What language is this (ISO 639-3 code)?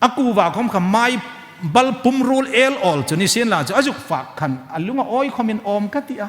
hmr